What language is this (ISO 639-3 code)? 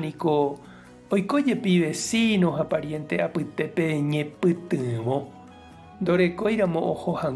grn